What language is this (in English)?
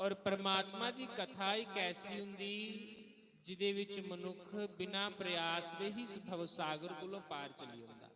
Dogri